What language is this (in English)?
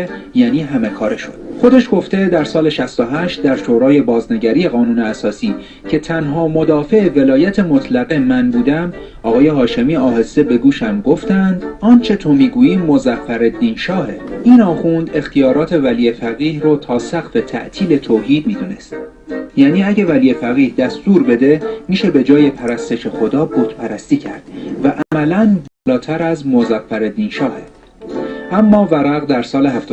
Persian